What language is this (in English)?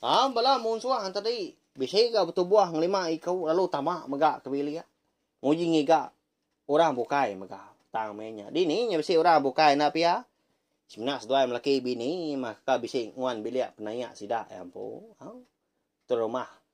Iban